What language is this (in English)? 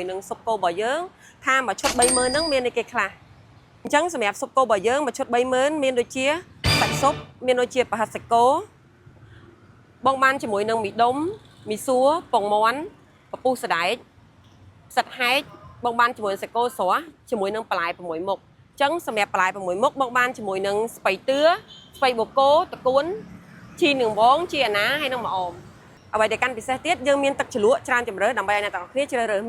Khmer